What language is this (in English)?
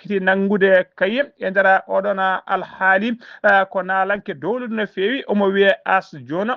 Fula